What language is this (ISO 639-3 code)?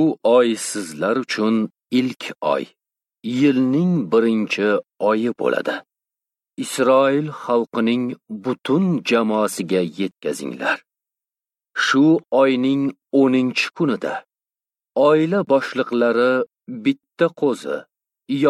uzb